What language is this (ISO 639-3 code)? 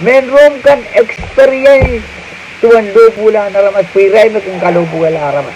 pon